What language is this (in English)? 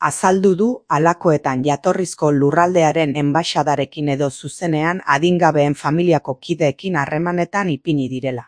Basque